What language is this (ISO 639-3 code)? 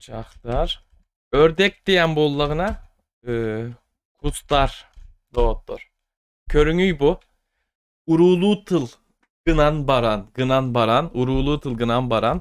sah